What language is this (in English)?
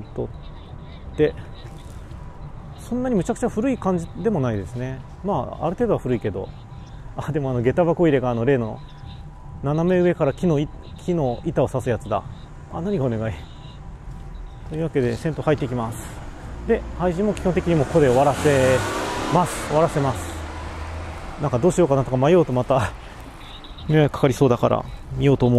Japanese